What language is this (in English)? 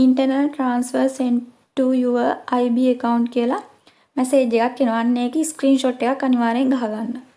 Sinhala